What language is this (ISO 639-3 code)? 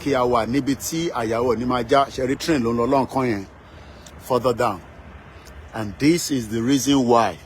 yor